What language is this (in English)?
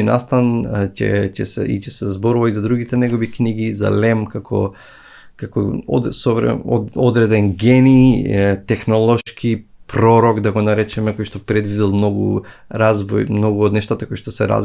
Macedonian